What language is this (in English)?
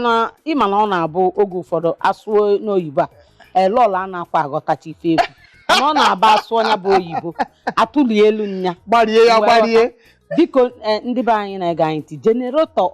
Igbo